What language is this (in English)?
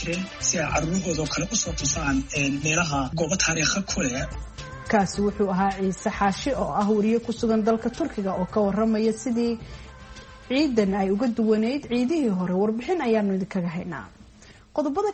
Somali